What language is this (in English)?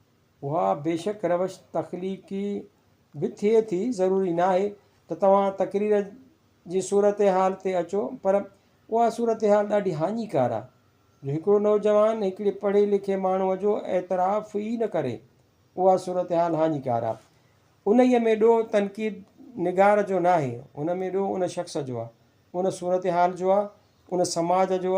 Sindhi